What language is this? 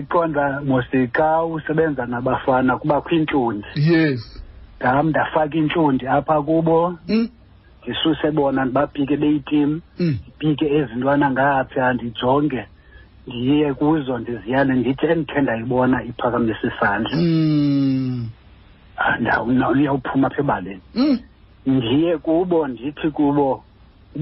Xhosa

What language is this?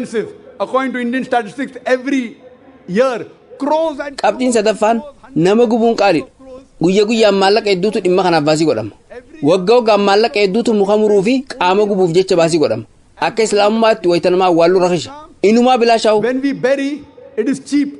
Oromo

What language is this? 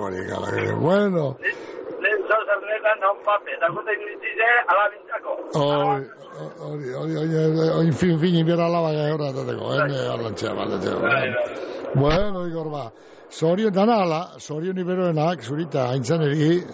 Basque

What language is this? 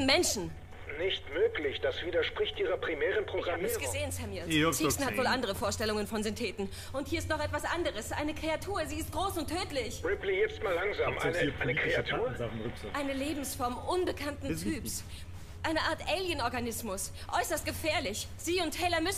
Bavarian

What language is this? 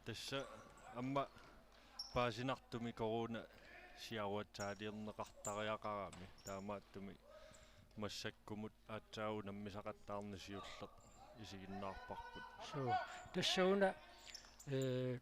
Kalaallisut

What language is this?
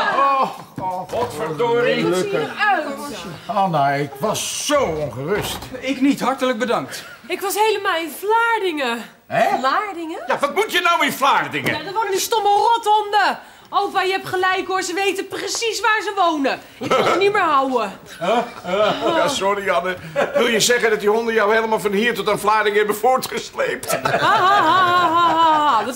Dutch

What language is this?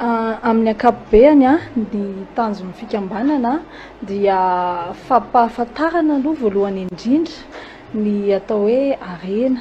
Malagasy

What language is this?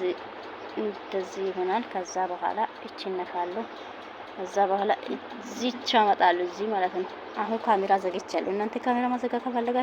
Amharic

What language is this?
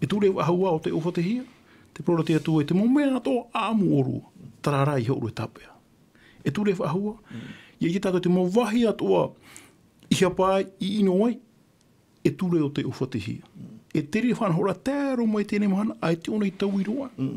Tahitian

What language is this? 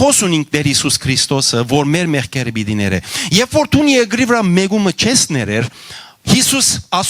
Western Armenian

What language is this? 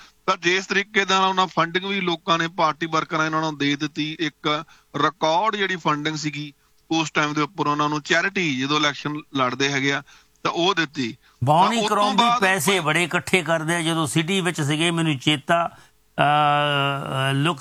Punjabi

